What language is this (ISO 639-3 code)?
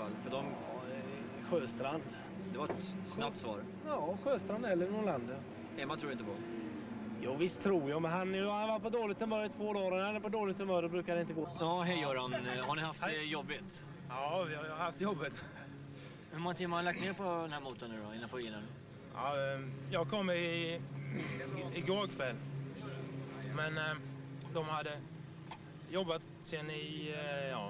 swe